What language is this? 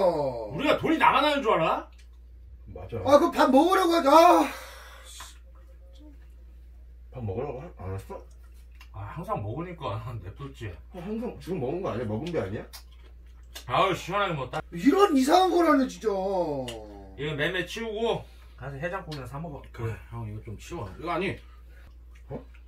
Korean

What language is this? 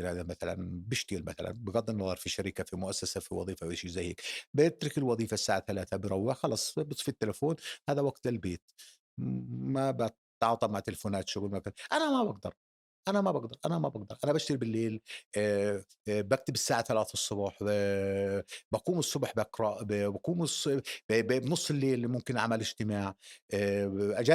North Levantine Arabic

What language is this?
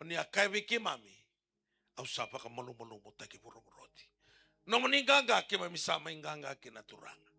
Fijian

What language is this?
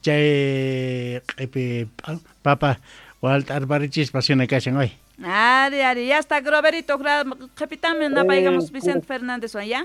South Bolivian Quechua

